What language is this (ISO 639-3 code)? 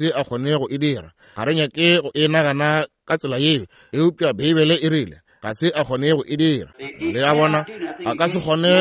nso